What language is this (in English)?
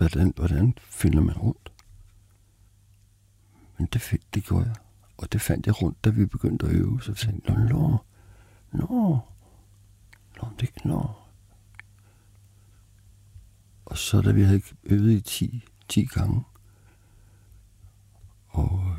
Danish